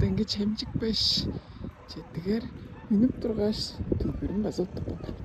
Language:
Tuvinian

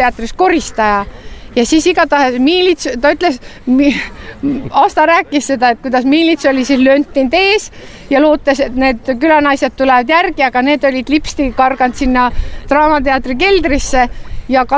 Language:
Estonian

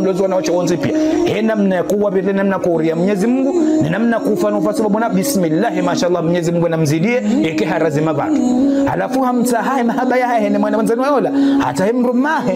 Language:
Ngazidja Comorian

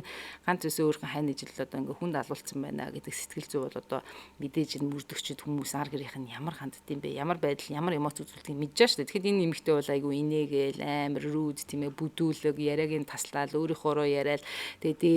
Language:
Mongolian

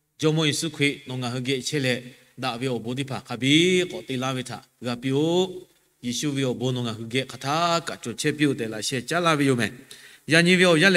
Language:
Lahu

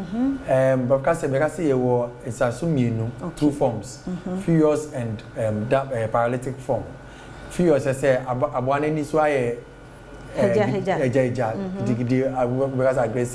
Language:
Akan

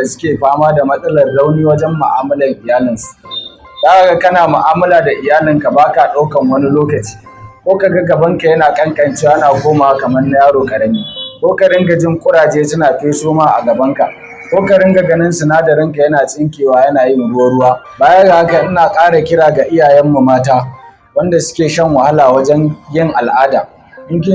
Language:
Hausa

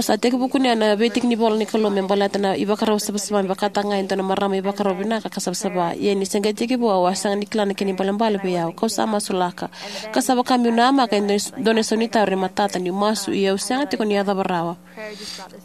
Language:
Fijian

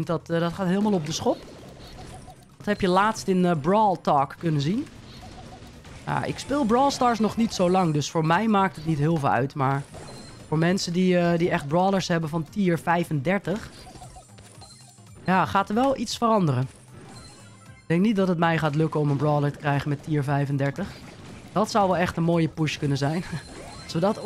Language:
Dutch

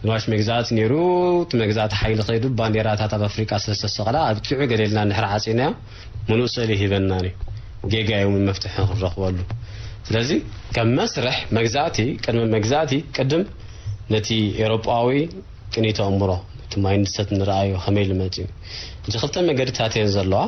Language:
Tigrinya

